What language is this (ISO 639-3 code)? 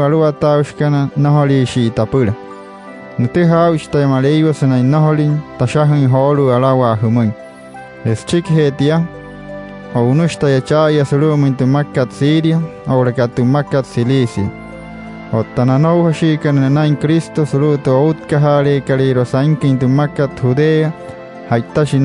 guc